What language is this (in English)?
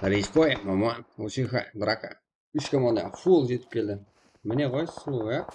Kara-Kalpak